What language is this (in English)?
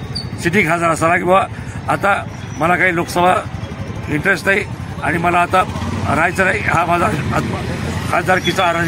Marathi